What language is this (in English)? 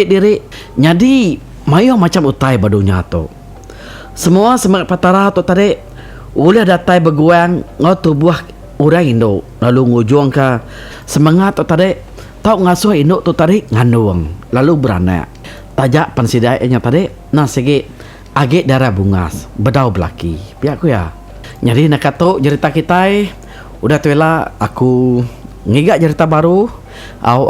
Iban